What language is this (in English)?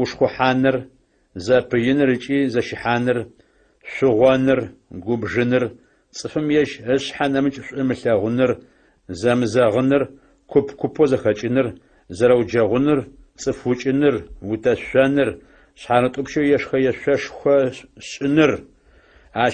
Adyghe